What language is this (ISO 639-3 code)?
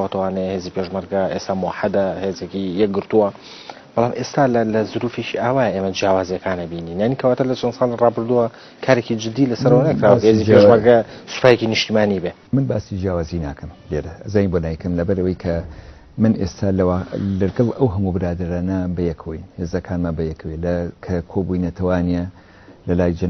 ckb